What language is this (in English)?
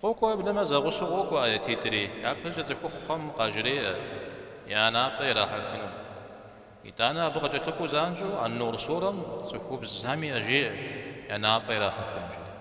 Kabardian